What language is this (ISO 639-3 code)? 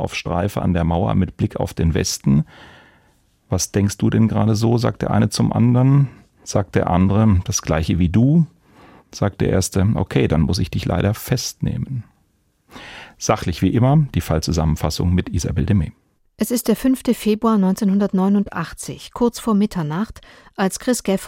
deu